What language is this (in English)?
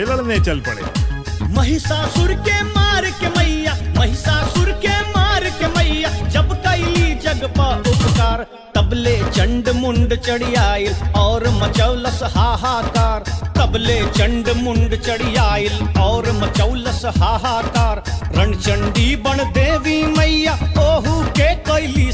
Bhojpuri